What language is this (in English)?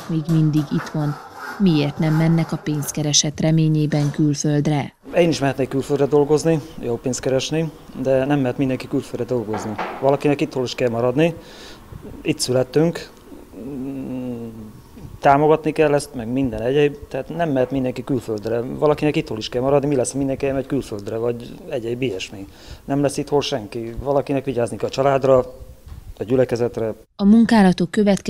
Hungarian